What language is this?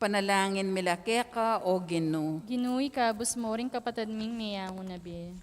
Pampanga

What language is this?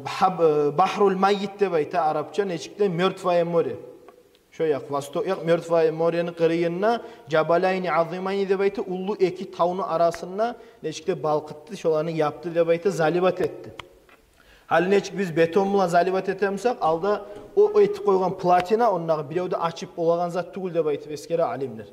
Kumyk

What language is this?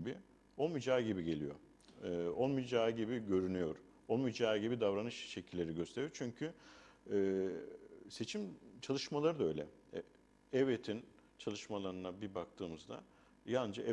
Turkish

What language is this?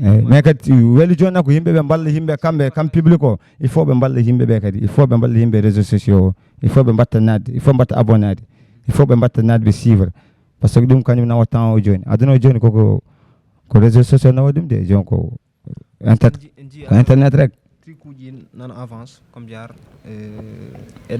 Fula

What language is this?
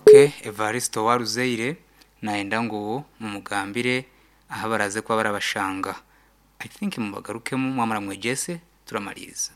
Nyankole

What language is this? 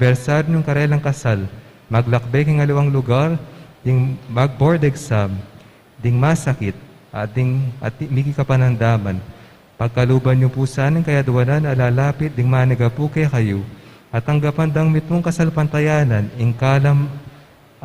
Pampanga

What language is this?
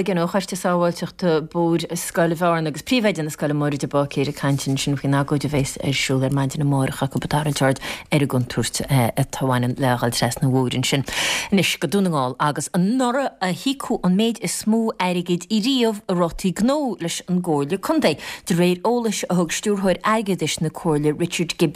Irish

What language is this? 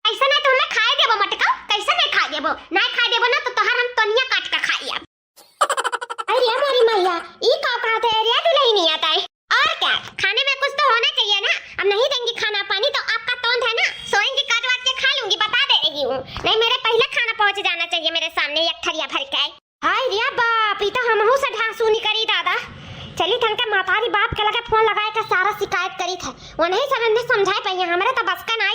Awadhi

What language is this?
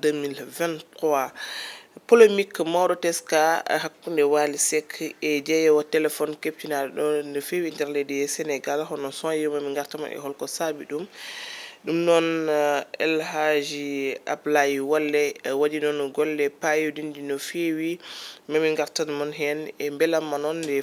Fula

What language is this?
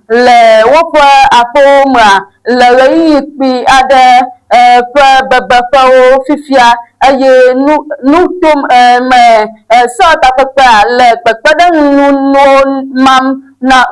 Ewe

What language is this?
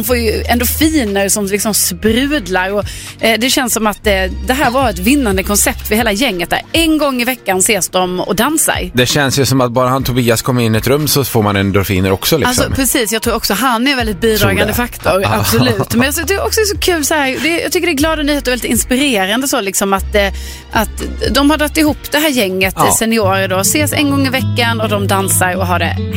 Swedish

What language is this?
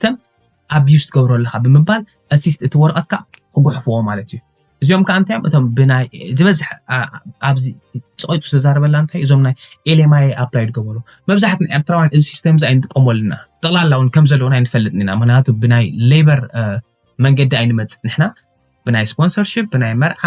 Tigrinya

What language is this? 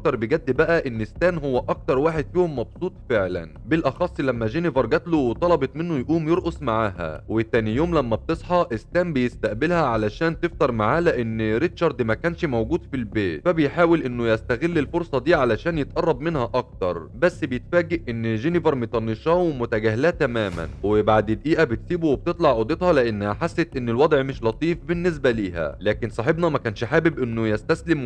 Egyptian Arabic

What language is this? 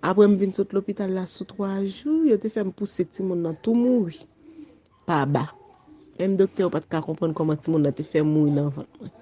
Haitian Creole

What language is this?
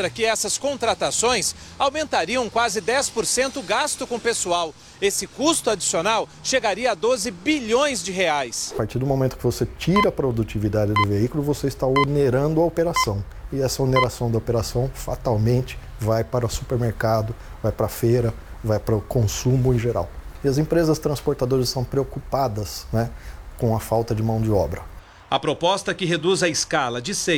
Portuguese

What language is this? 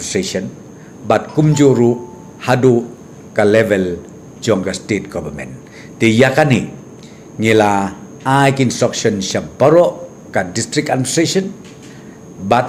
Khasi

